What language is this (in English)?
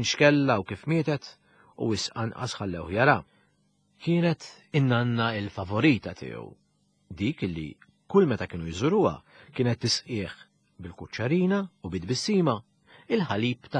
Maltese